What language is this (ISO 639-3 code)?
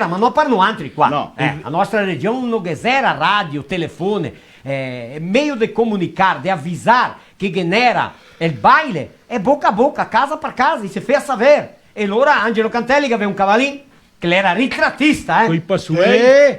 vec